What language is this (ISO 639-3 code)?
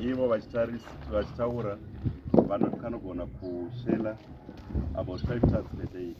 sna